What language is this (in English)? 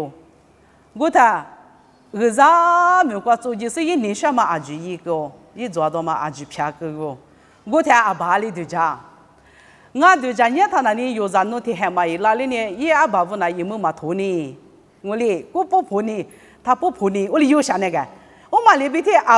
Lisu